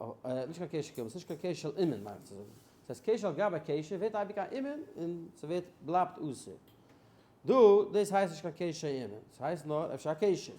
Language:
Yiddish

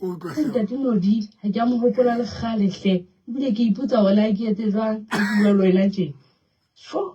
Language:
Southern Sotho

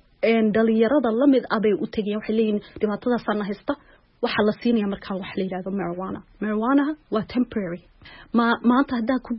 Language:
Somali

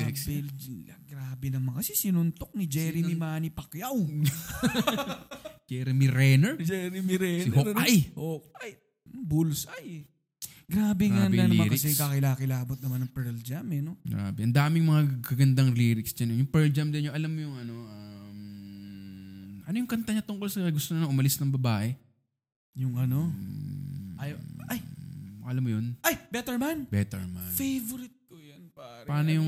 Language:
Filipino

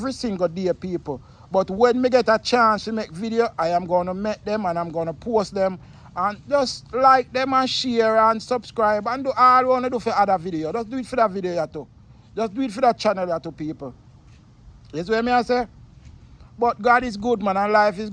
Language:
Jamaican Creole English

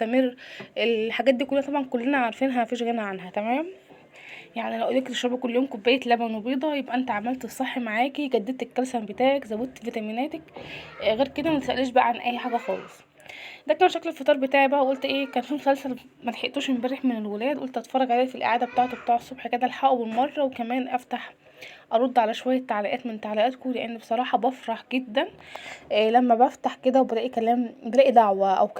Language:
Egyptian Arabic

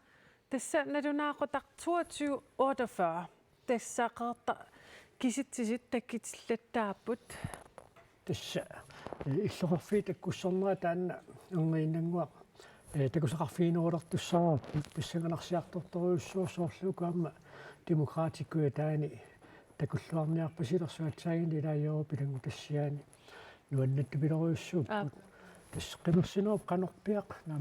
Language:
Kalaallisut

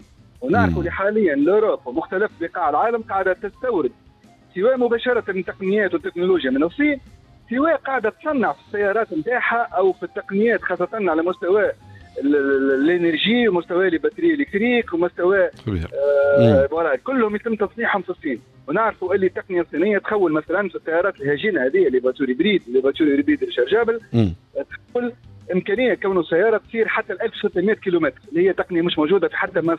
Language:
Tunisian Arabic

